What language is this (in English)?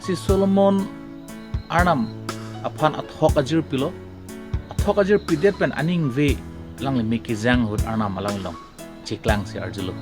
Karbi